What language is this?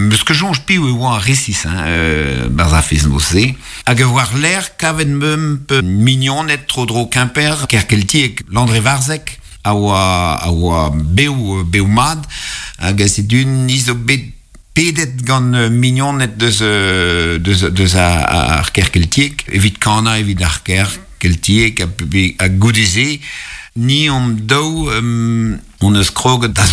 Breton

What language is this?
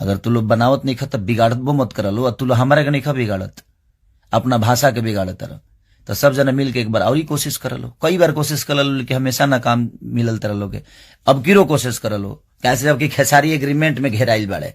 Bhojpuri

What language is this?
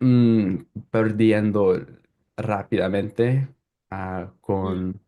Ladino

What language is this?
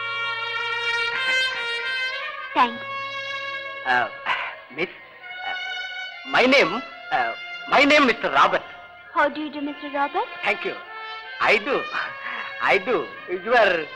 Tamil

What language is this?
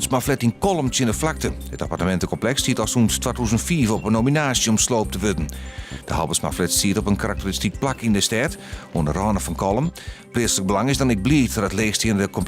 Western Frisian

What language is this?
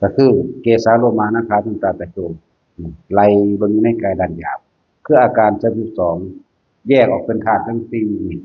Northeastern Thai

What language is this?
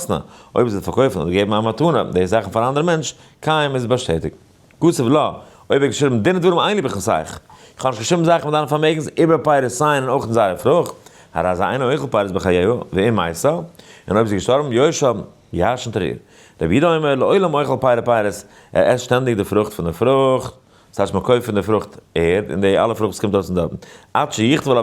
Yiddish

